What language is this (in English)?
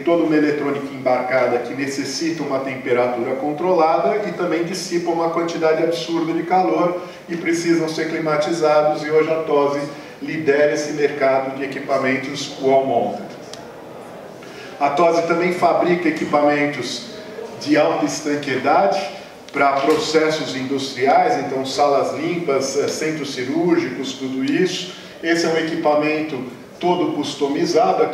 Portuguese